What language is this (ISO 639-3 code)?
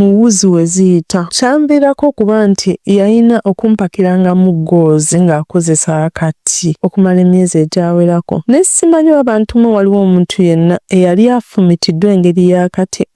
lug